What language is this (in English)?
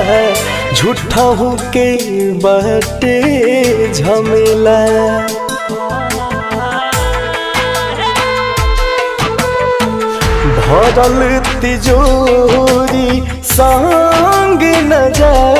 Bhojpuri